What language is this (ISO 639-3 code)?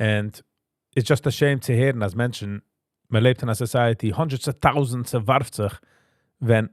yid